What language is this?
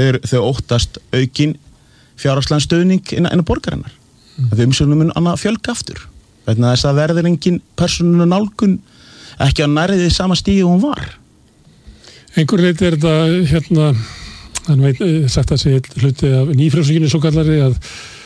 Icelandic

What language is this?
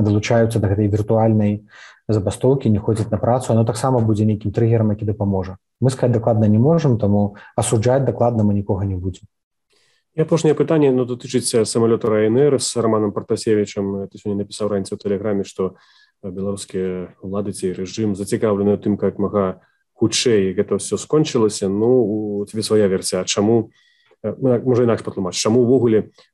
Belarusian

